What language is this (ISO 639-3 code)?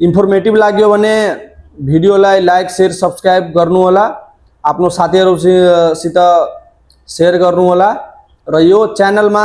nep